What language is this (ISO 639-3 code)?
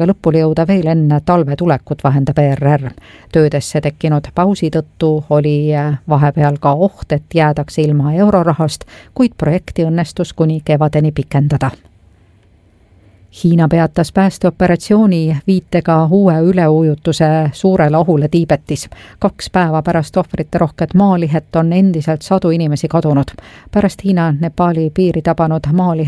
est